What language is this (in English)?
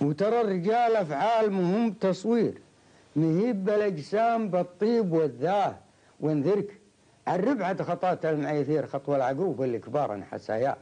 Gulf Arabic